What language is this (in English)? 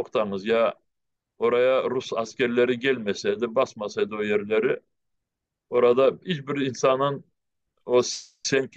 Crimean Tatar